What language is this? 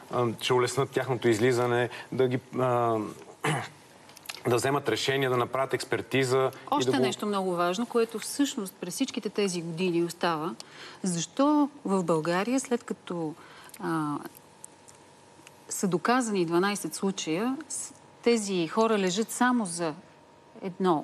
Bulgarian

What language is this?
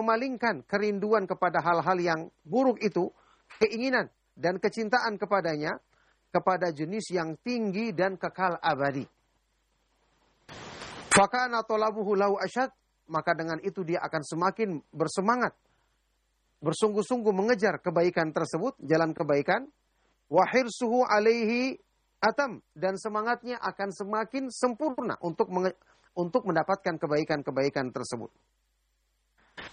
Indonesian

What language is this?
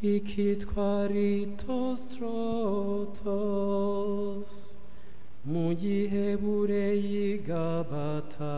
Kinyarwanda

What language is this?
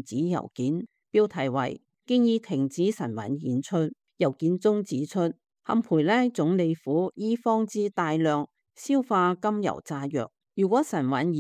Cantonese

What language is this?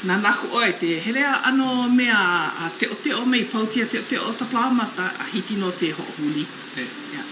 Hawaiian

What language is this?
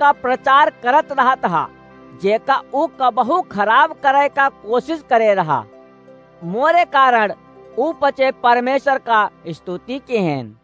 Awadhi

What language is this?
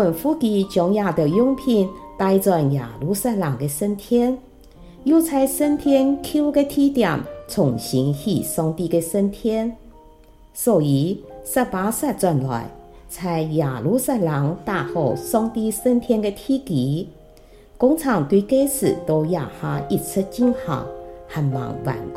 Hakka Chinese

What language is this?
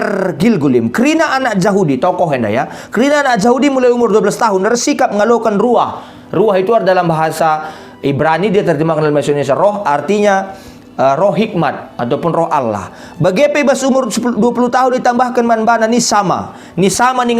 Batak Karo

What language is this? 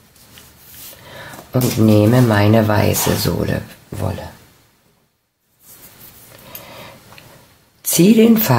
German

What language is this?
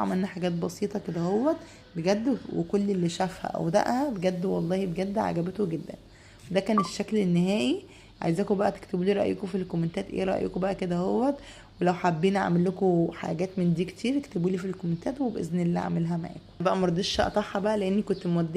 Egyptian Arabic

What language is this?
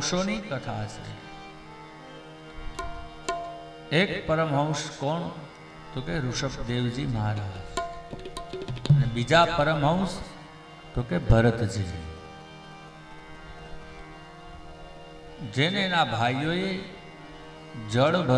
Gujarati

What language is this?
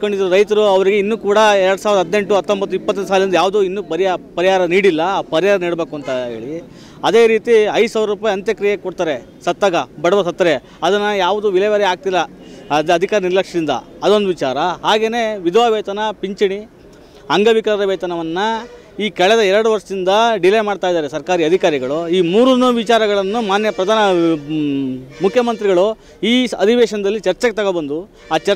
Kannada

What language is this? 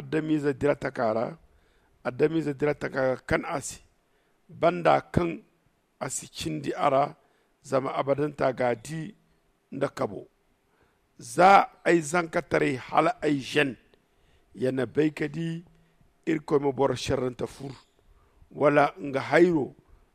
Zarma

